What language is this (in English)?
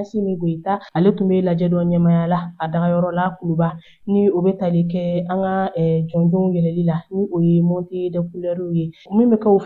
Bambara